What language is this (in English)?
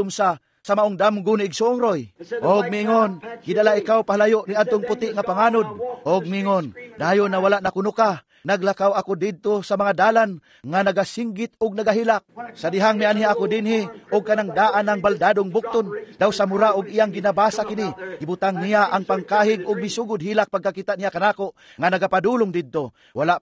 Cebuano